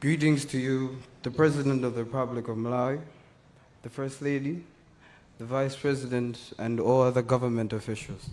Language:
Nyanja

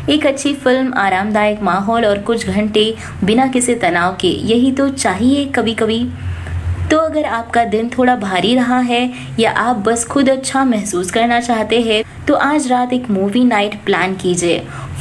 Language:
Hindi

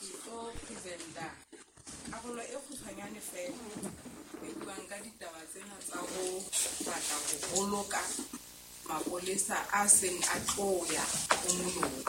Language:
Southern Sotho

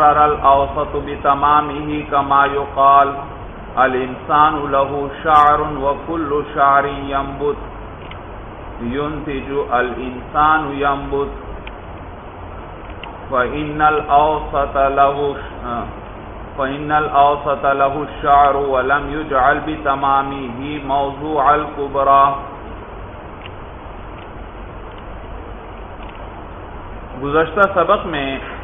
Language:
Urdu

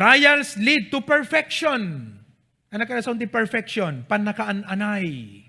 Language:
Iloko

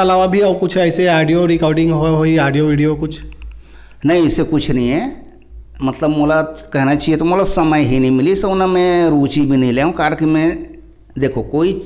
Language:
Chhattisgarhi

